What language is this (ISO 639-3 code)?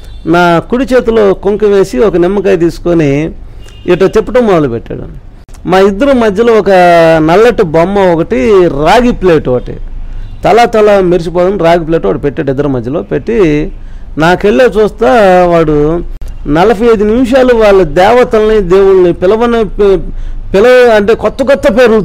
tel